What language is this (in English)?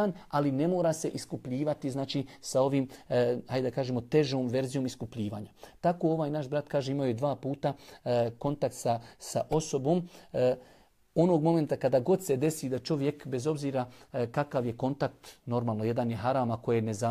Bosnian